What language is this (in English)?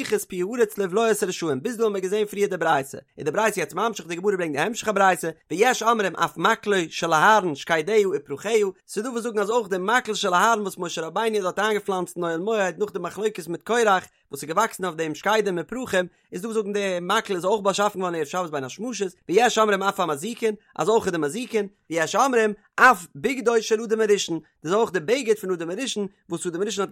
Yiddish